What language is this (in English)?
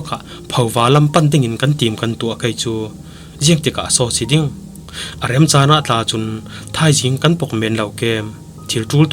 Falam Chin